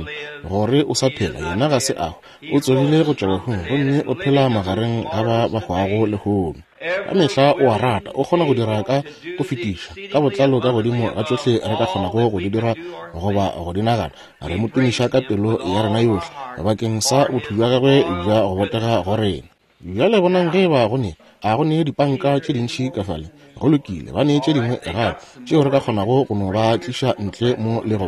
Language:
Northern Sotho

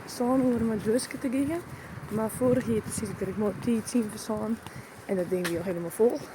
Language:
Western Frisian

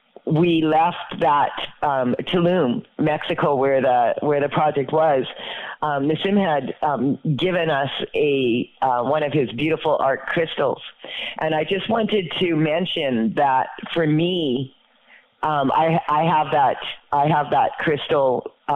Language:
English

